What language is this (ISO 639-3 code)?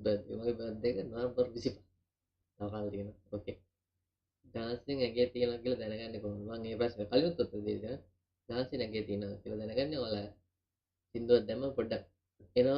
sin